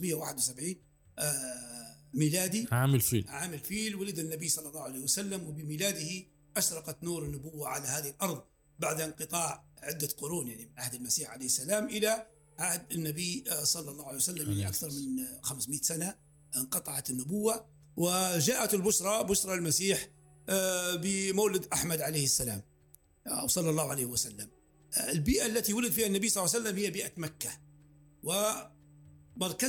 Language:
Arabic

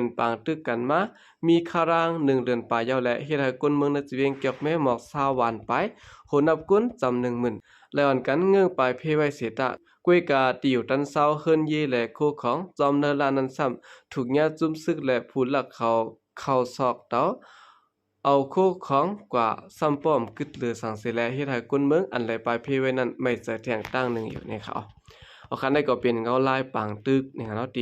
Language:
Shan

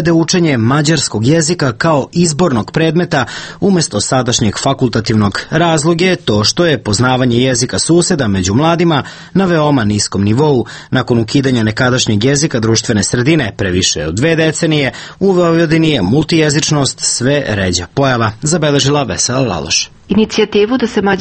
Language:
Serbian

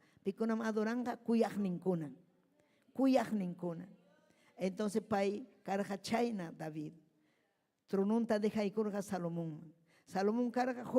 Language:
Ayacucho Quechua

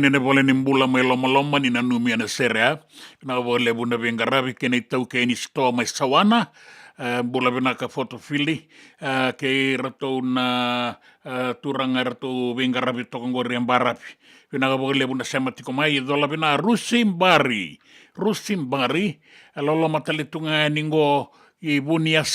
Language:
Fijian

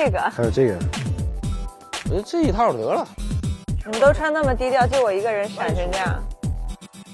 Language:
Chinese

